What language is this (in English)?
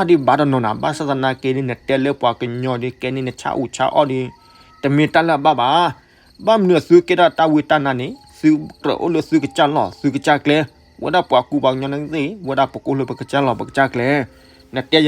S'gaw Karen